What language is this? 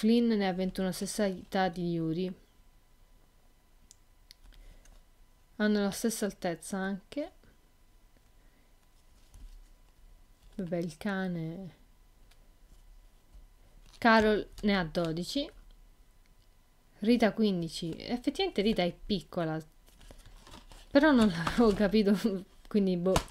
Italian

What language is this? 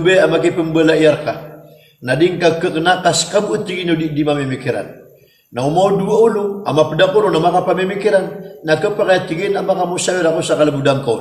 Maranao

